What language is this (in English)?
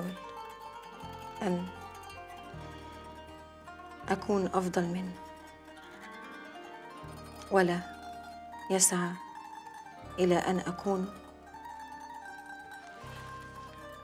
Egyptian Arabic